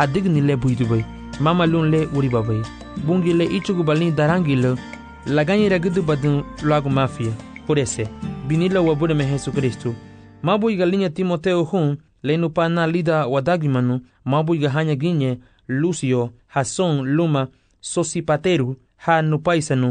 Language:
Garifuna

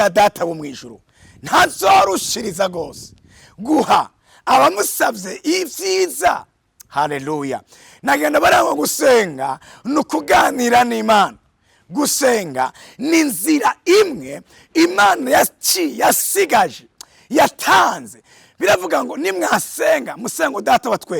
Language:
Rundi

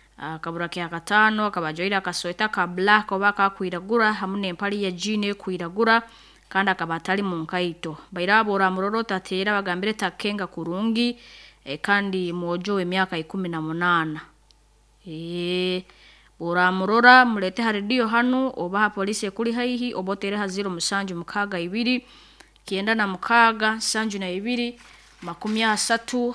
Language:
Nyoro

